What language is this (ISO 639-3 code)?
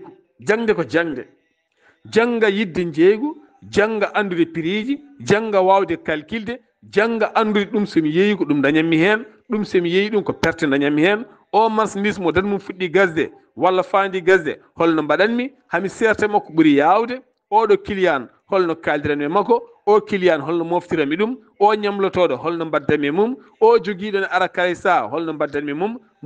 ful